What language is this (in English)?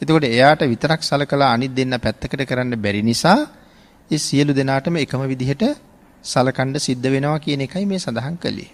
Sinhala